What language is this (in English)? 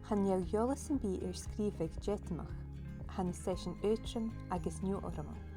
Scottish Gaelic